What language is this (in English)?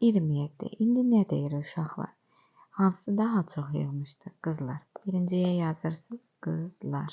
Azerbaijani